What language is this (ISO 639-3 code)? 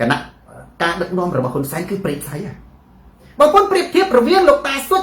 khm